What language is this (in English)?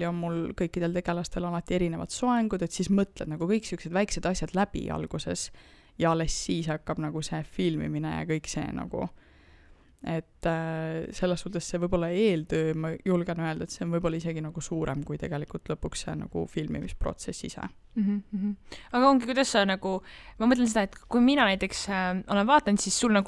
Estonian